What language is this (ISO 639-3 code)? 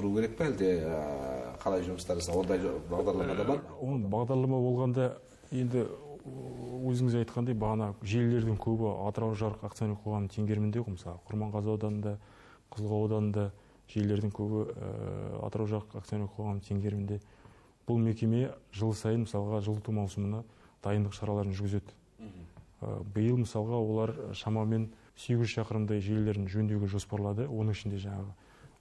kaz